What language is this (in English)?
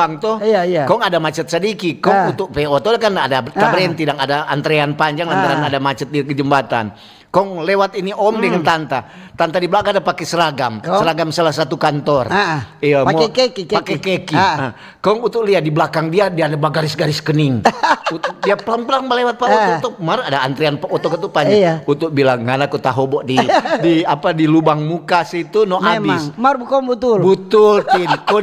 Manado Malay